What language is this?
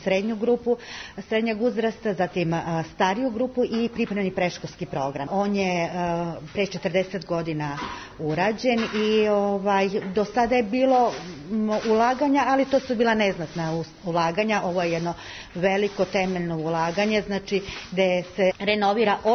Serbian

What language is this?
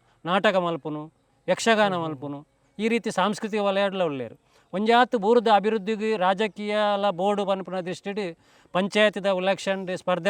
Tulu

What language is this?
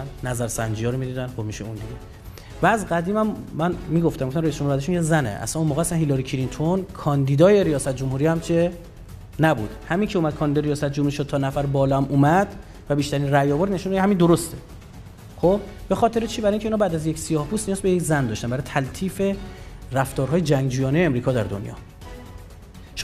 Persian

